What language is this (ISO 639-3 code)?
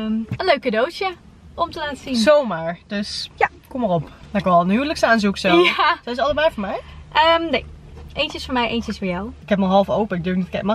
nld